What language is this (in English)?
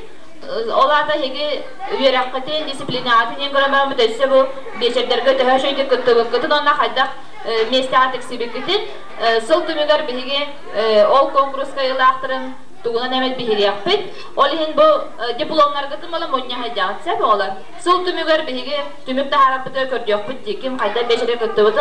Yakut